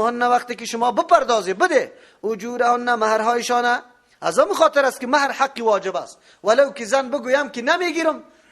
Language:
Persian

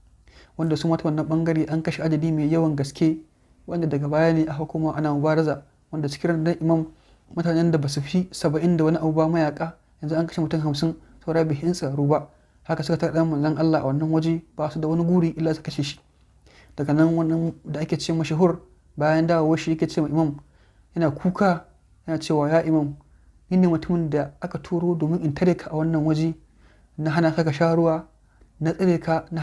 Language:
Hausa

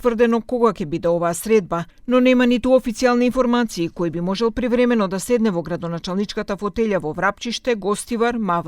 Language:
Macedonian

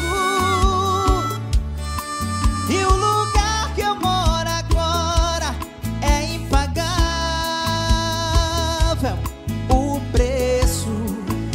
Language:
Portuguese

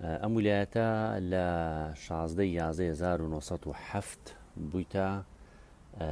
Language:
Central Kurdish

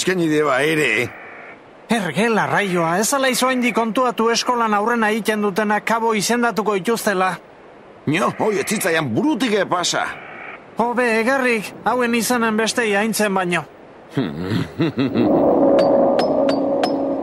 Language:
Basque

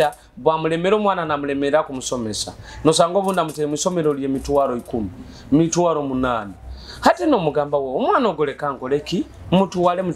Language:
Nyoro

